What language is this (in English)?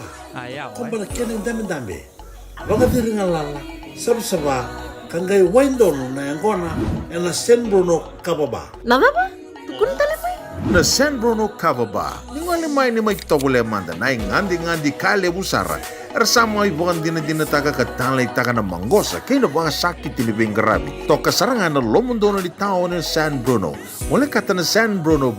Fijian